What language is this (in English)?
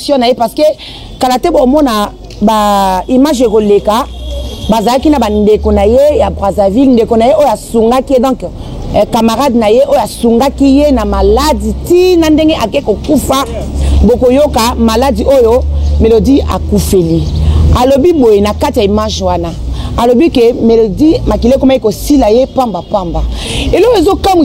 Lingala